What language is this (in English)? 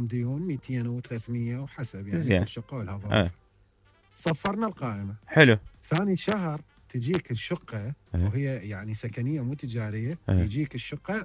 Mesopotamian Arabic